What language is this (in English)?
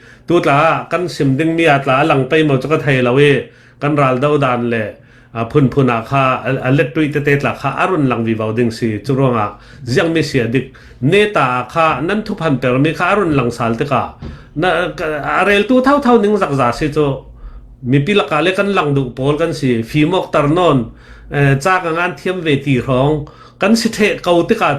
Falam Chin